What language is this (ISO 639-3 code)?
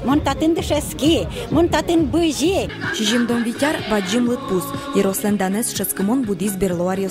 udm